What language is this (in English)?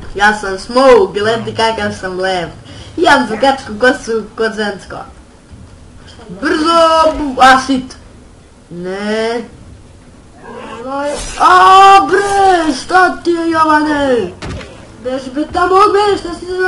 Serbian